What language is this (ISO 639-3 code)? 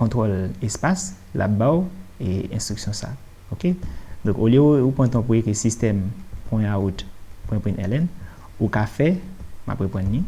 hat